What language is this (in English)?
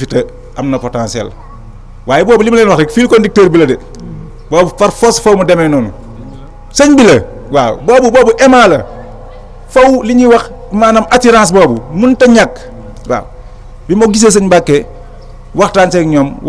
Wolof